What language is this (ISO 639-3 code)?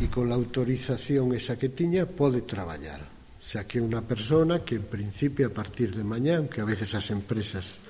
glg